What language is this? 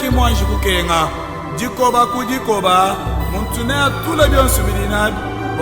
Luba-Lulua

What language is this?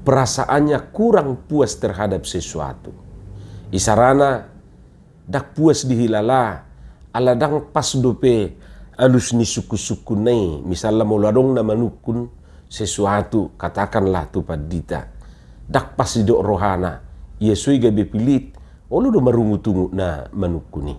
Batak Toba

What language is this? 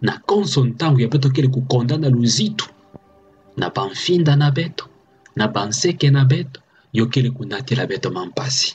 Kituba (Democratic Republic of Congo)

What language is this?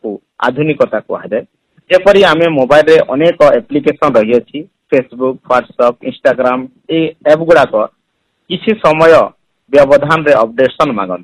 Odia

